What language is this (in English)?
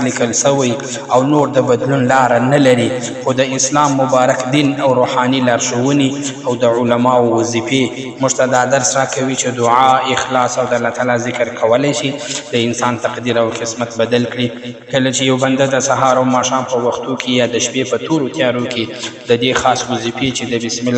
Pashto